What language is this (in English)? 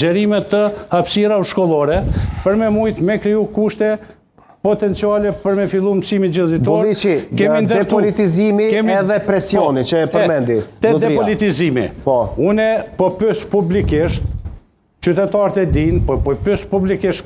Albanian